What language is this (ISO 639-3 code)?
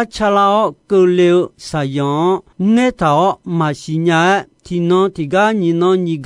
ahk